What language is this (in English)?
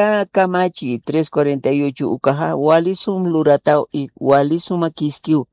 Aymara